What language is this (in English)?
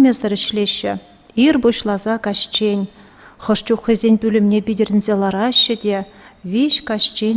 Chuvash